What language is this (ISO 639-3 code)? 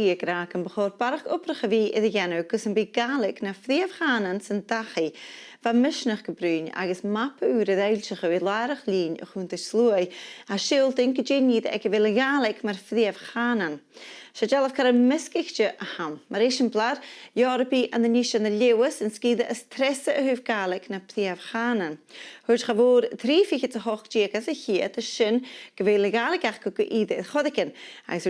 gla